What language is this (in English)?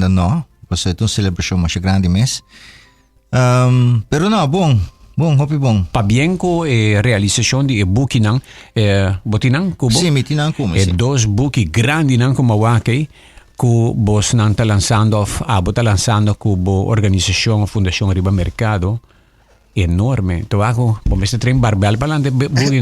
Papiamento